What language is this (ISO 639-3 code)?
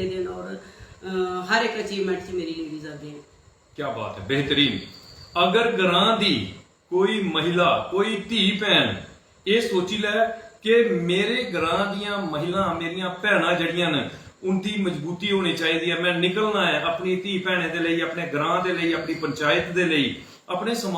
doi